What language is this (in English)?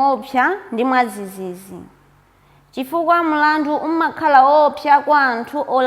Nyanja